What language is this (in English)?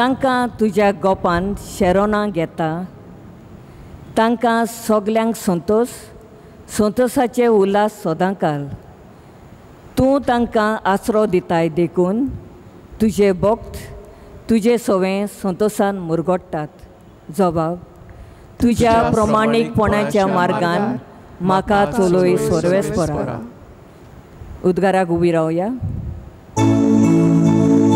Konkani